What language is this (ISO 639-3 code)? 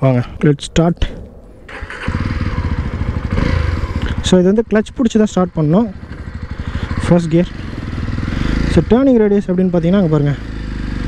tam